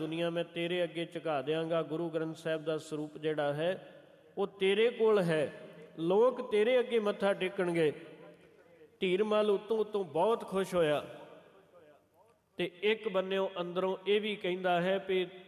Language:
Punjabi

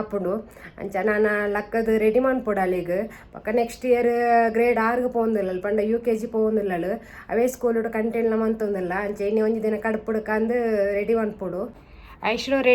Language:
Tulu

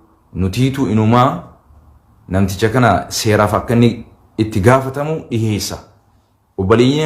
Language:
Oromo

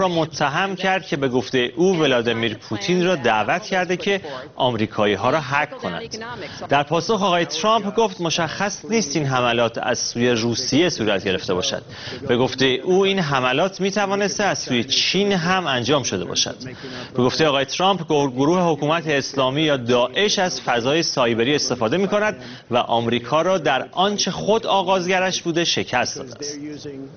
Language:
Persian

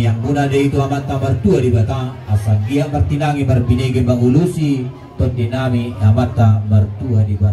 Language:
Batak Toba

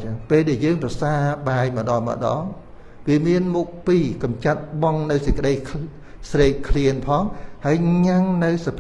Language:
Khmer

